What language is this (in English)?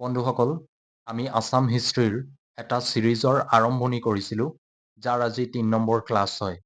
Assamese